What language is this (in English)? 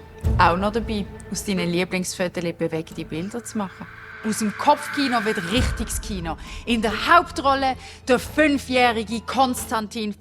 Swiss German